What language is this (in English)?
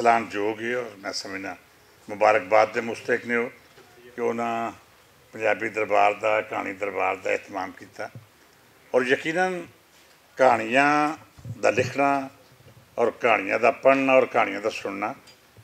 Western Panjabi